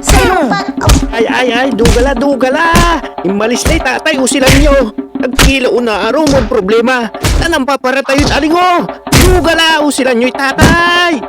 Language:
Pangasinan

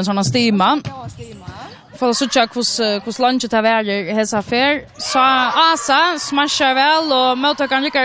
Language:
Faroese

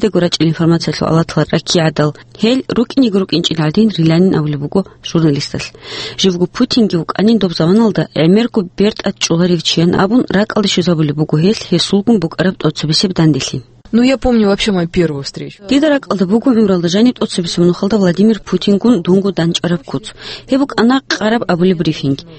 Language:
Avaric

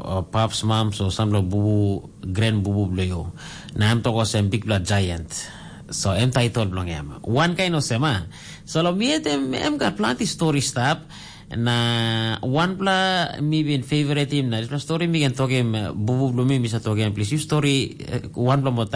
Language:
Tok Pisin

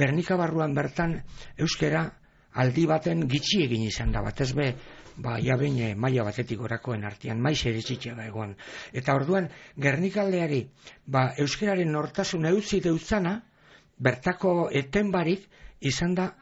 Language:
Basque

